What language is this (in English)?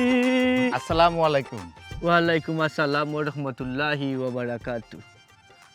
Sylheti